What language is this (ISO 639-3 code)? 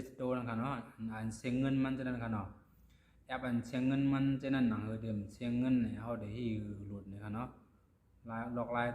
shn